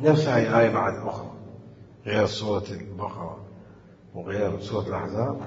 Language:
Mesopotamian Arabic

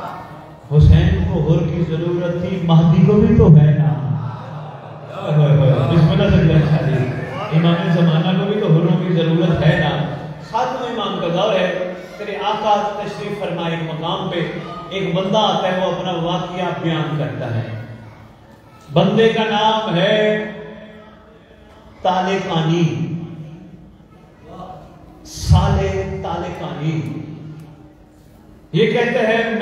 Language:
Urdu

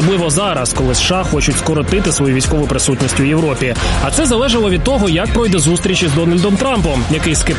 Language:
Ukrainian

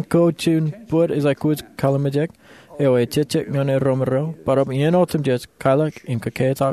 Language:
Marshallese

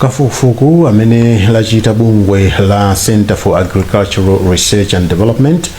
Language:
Nyanja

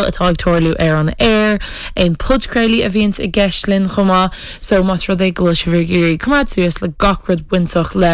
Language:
Irish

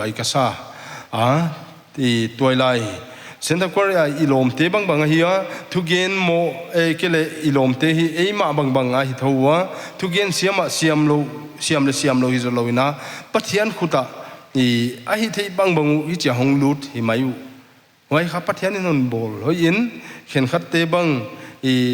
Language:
Paite Chin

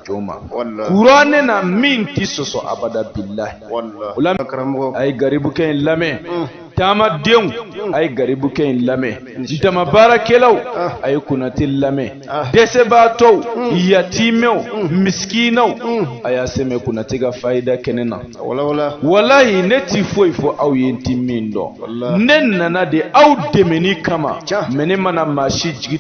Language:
Bambara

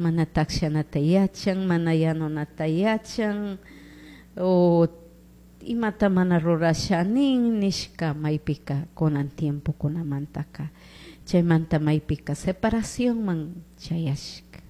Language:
Chimborazo Highland Quichua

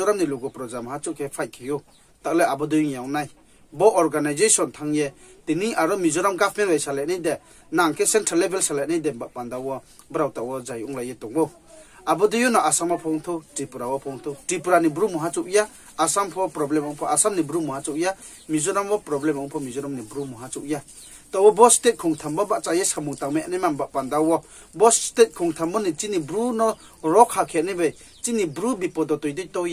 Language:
Riang (India)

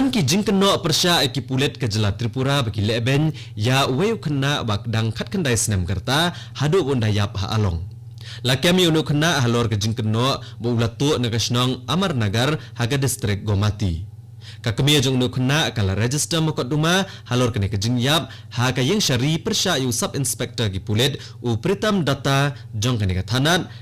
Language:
Khasi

